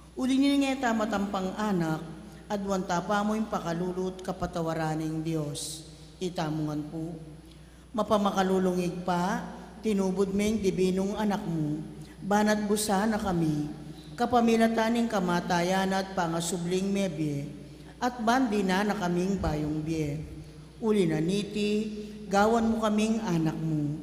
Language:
Pampanga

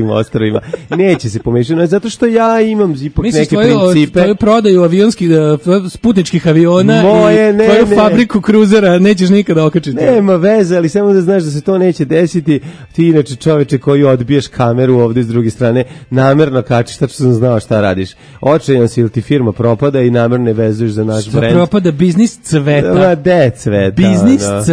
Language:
Serbian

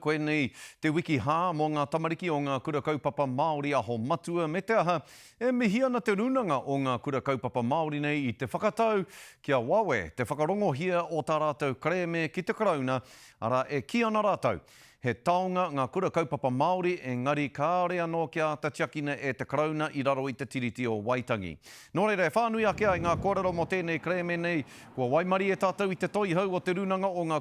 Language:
Māori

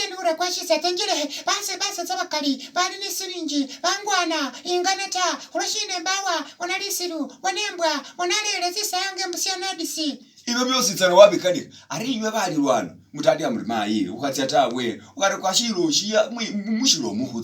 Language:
Masaaba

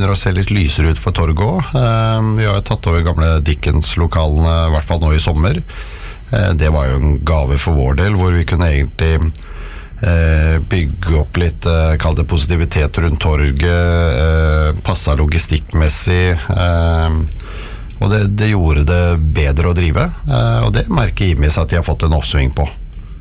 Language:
Norwegian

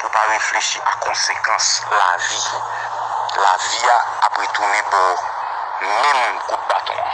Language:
Haitian Creole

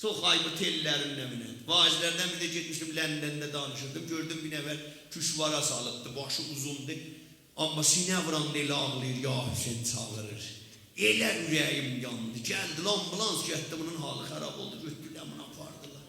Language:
South Azerbaijani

